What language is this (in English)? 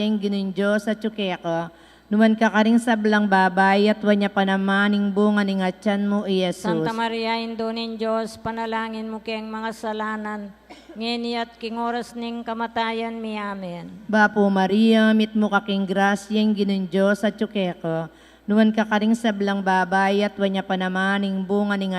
Pampanga